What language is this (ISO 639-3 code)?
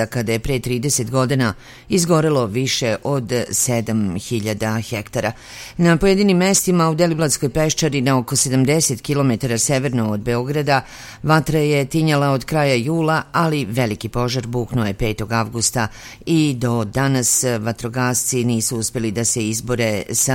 srp